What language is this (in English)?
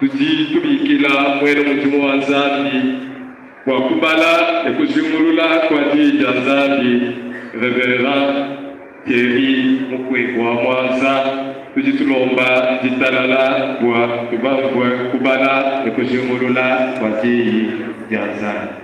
Luba-Lulua